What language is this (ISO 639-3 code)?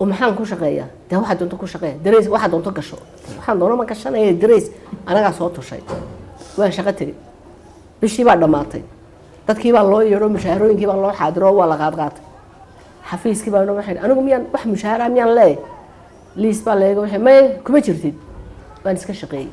som